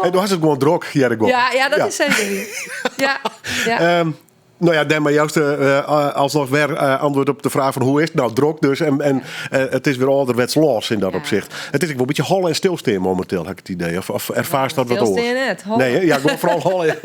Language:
Western Frisian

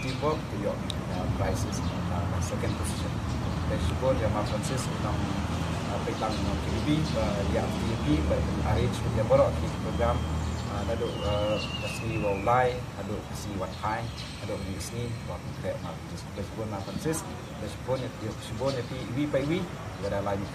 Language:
Khasi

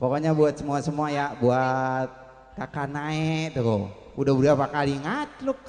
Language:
Betawi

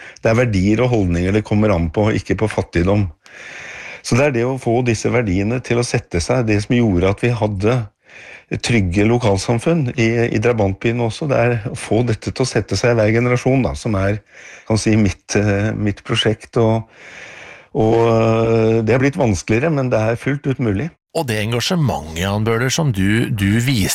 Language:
Norwegian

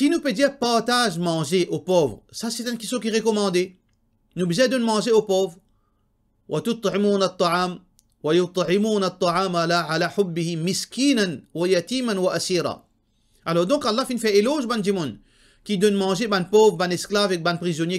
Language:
Morisyen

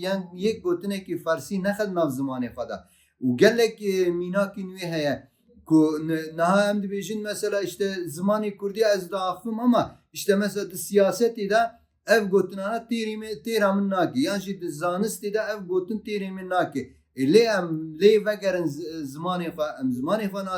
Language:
Kurdish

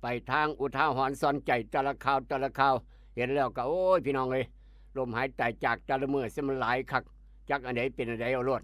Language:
Northeastern Thai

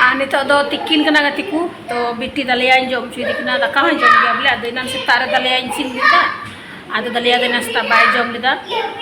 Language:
Santali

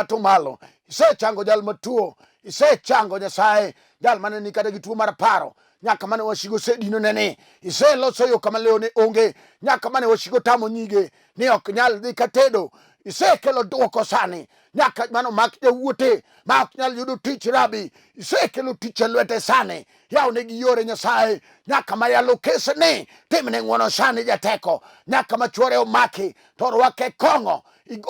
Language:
Luo (Kenya and Tanzania)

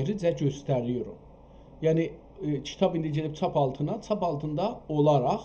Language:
South Azerbaijani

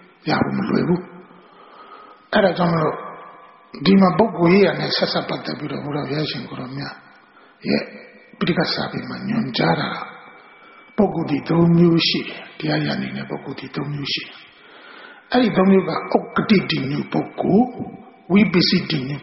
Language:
Burmese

